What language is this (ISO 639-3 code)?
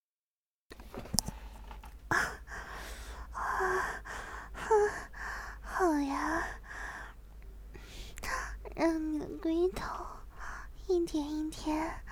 zho